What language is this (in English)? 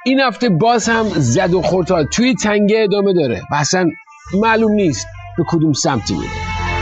Persian